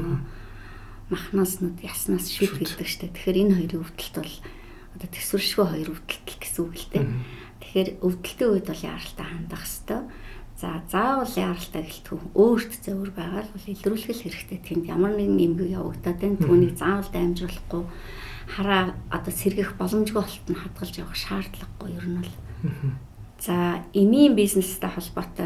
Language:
Mongolian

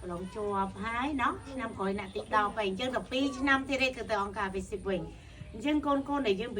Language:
Khmer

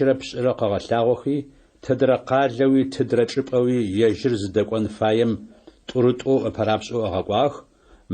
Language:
Adyghe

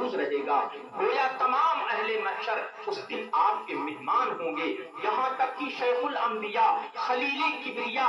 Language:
Urdu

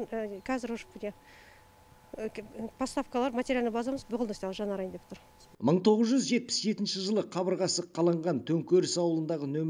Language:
Kazakh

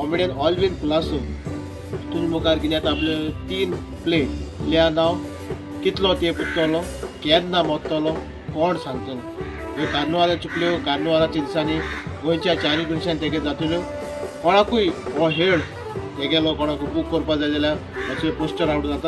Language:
Konkani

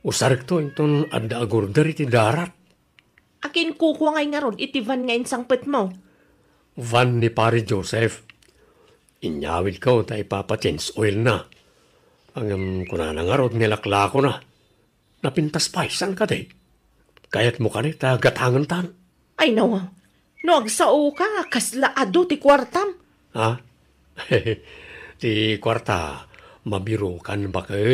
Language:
Iloko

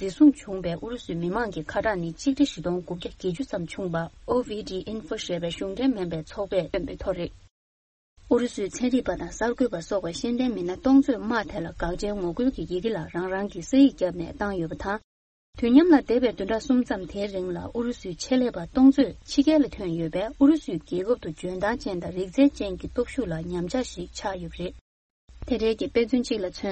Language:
Tibetan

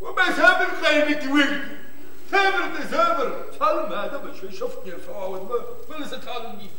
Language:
Ossetic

